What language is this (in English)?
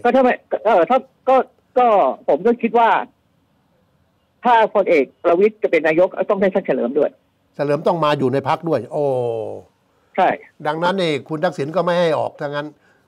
Thai